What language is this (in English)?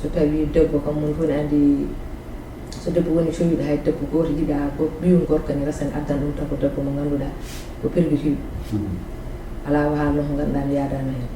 Fula